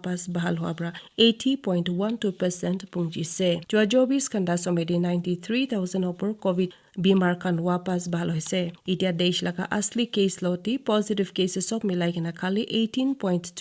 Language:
Naga Pidgin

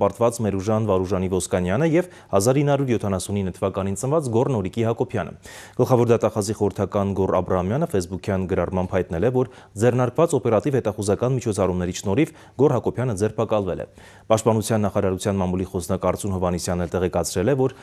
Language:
Armenian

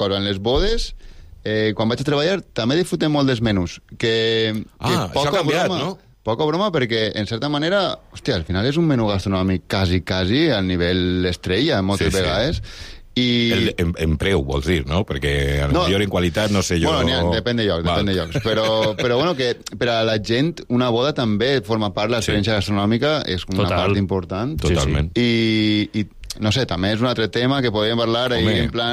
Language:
Catalan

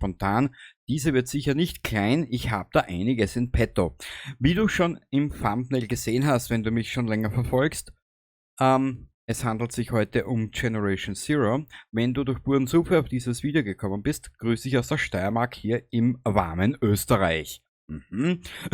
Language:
Bavarian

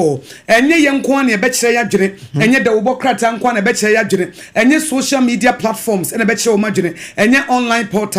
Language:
Akan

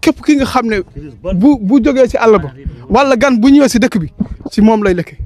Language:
Wolof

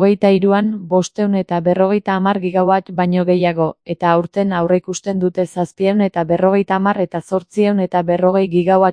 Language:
Basque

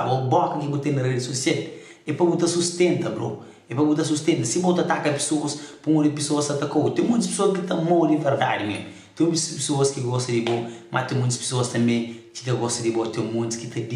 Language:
Kabuverdianu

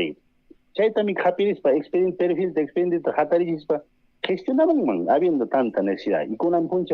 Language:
Ayacucho Quechua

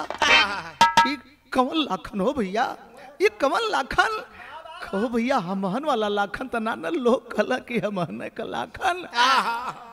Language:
Bhojpuri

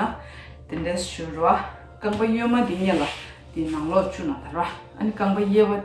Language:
Tibetan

